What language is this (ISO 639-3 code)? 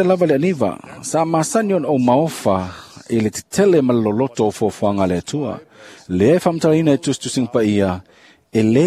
smo